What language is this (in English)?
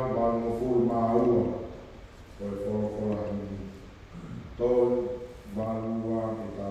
Tongan